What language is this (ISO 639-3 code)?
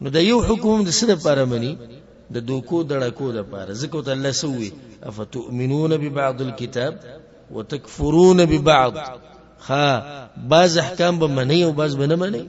pus